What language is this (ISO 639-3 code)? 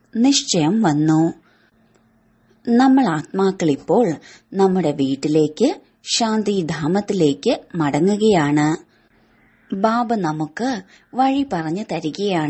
mal